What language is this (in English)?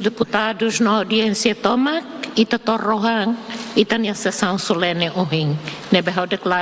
Tetum